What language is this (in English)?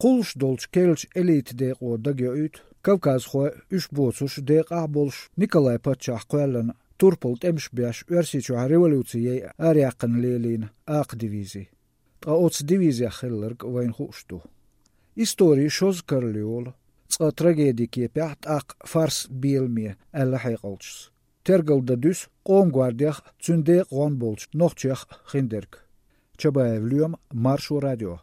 Chechen